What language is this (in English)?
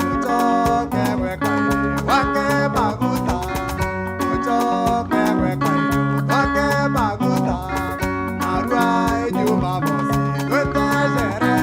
Meru